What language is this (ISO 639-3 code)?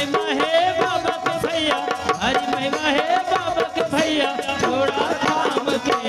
hne